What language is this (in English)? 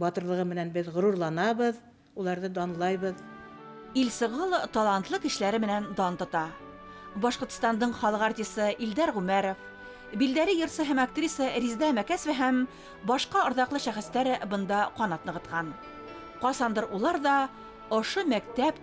Bashkir